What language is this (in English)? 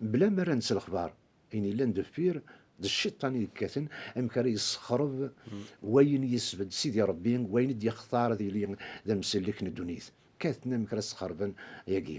Kabyle